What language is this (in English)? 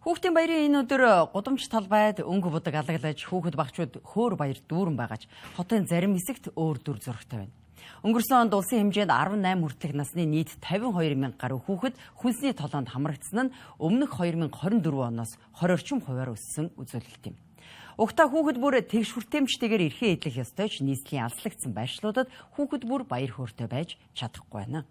Mongolian